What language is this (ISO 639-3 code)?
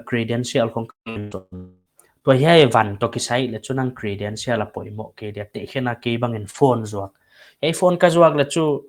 pck